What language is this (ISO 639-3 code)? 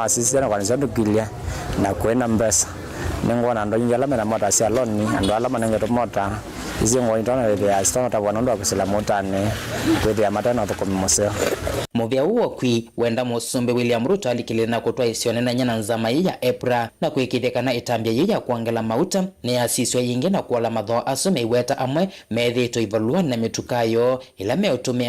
kam